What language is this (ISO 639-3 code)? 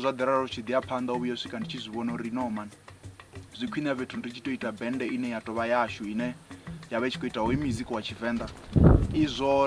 ven